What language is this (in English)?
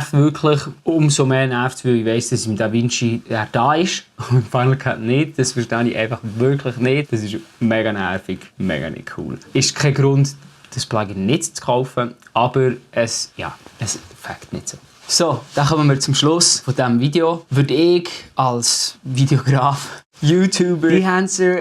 Swiss German